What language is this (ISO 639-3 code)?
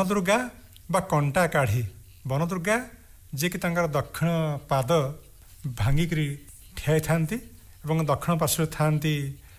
ori